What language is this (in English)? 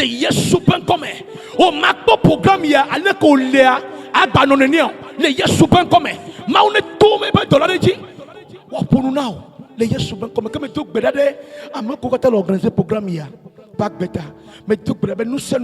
Ewe